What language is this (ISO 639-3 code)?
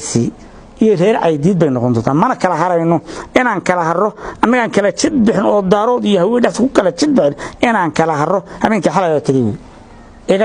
som